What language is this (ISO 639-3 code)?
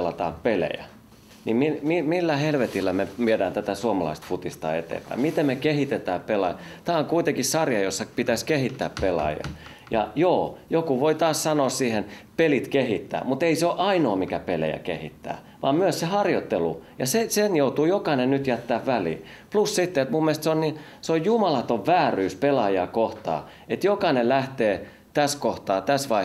fin